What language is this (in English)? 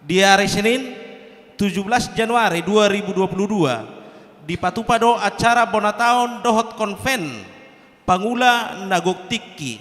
Batak Toba